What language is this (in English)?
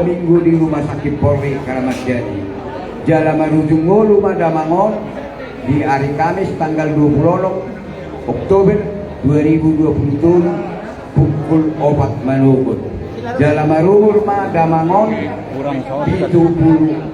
Batak Toba